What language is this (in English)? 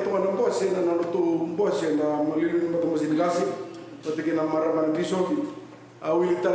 Fijian